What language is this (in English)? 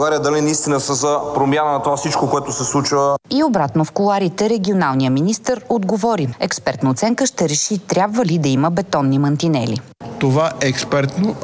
Bulgarian